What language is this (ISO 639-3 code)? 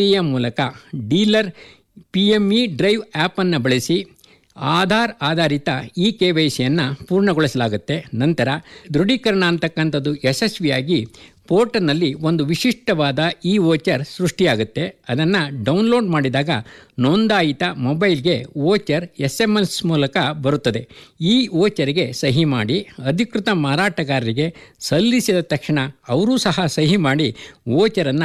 kan